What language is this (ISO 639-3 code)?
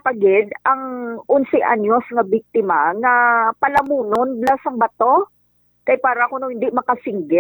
hil